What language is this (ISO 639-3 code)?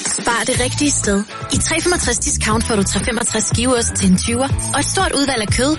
dan